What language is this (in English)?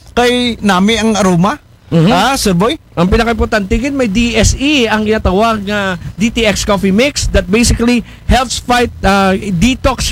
Aklanon